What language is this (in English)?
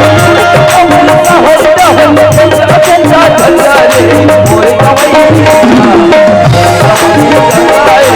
Chhattisgarhi